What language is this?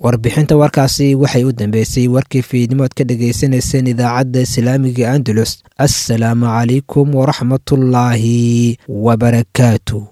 Somali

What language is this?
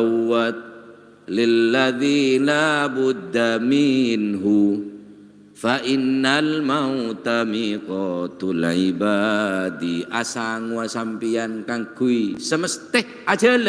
Madurese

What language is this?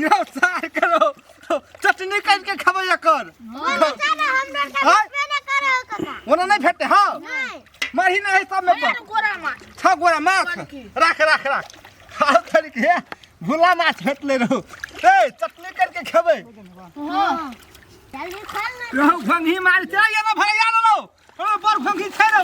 Maithili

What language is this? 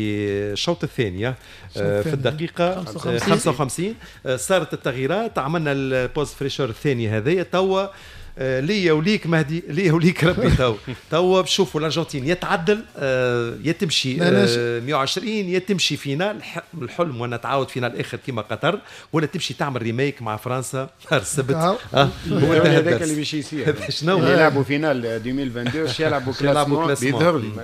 Tunisian Arabic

